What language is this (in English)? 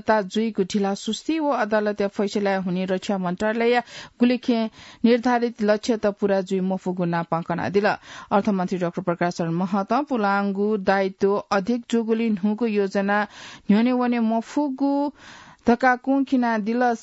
Newari